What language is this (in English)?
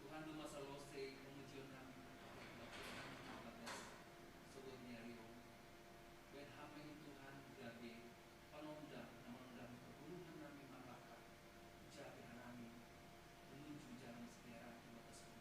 Batak Simalungun